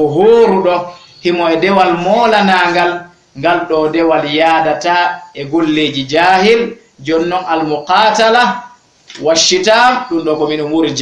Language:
Fula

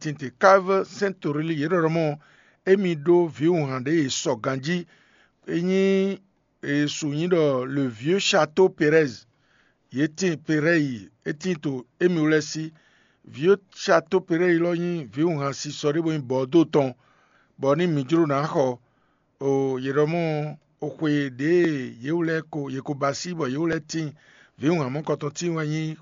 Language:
Fon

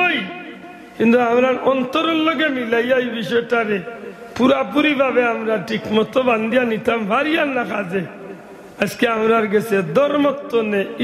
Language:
Sylheti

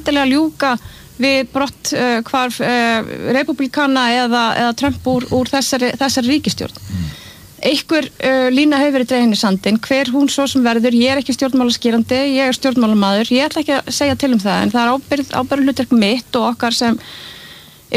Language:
Icelandic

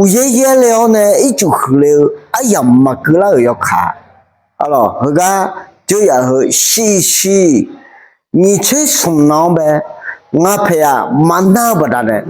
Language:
Akha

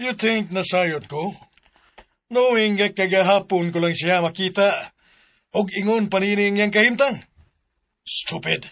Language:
Cebuano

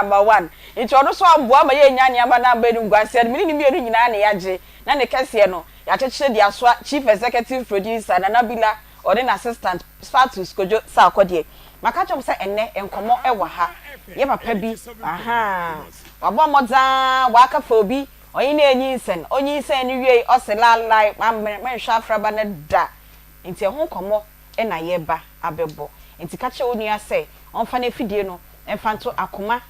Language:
Akan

